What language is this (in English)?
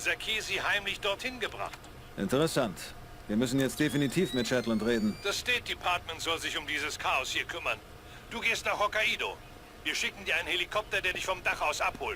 Bavarian